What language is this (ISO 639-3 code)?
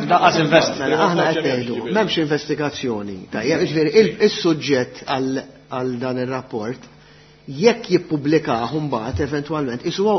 mlt